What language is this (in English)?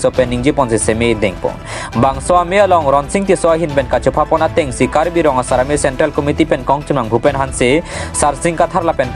Karbi